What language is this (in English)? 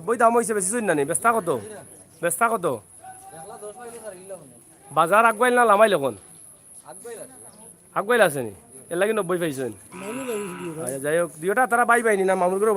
Sylheti